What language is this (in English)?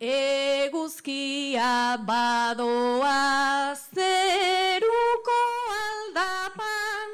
Basque